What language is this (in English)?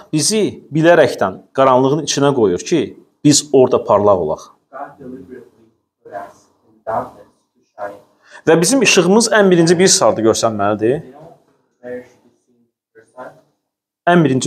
Azerbaijani